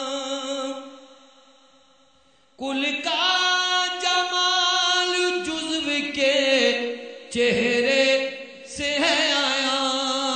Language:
Urdu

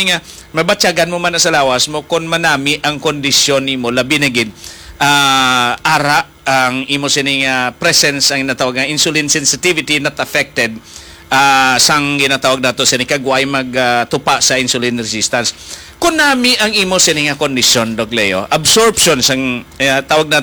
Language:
Hiligaynon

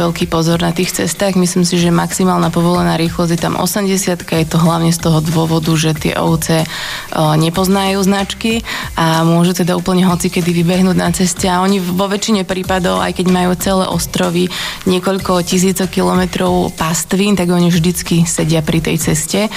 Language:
Slovak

